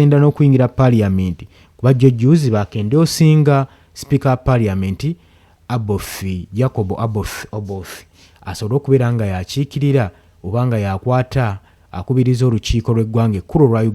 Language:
Ganda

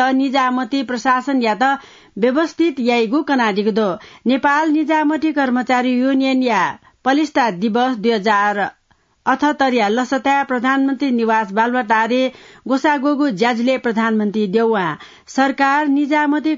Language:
Newari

